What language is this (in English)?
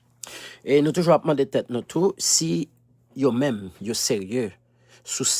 Haitian Creole